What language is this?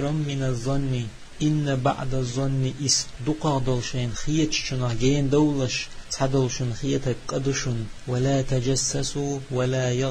Chechen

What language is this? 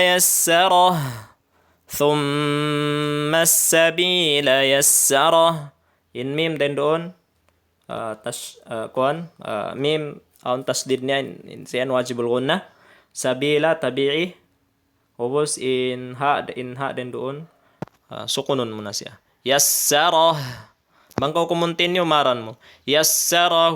Tausug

